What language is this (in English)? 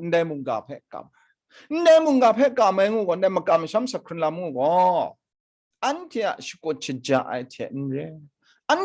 Kachin